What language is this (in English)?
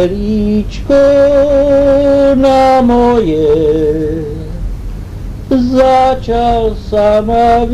Slovak